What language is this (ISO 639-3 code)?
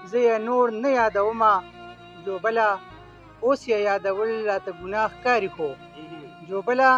pus